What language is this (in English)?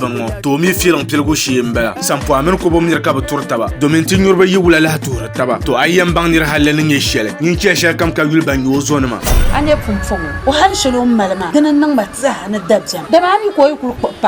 Dagbani